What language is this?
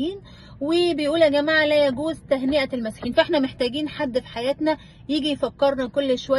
Egyptian Arabic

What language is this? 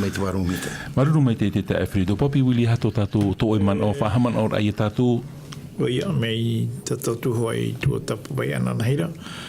Tahitian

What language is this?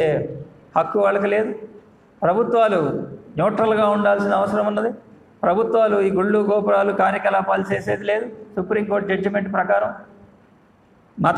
Telugu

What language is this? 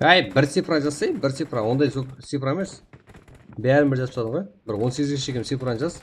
Kara-Kalpak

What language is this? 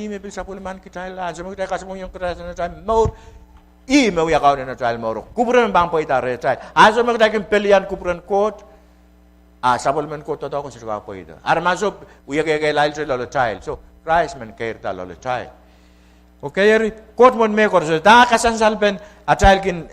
Pohnpeian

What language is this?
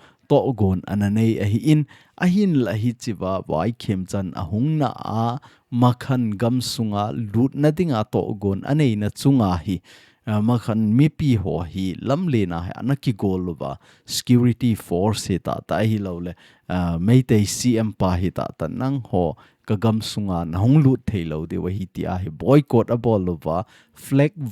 Thado Chin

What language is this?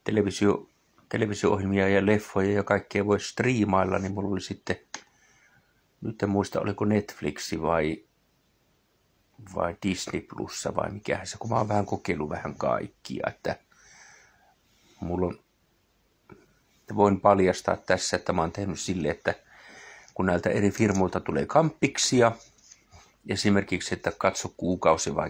Finnish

